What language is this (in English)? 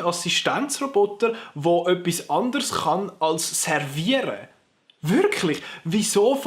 Swiss German